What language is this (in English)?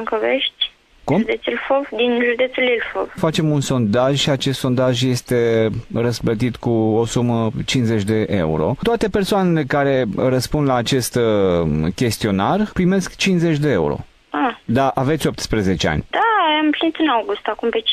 Romanian